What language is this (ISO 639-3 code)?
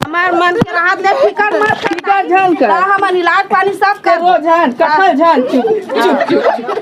hne